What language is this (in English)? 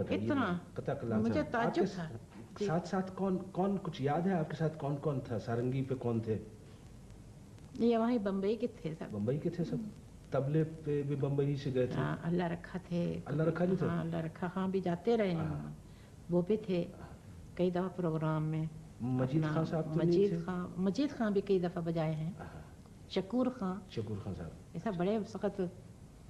Urdu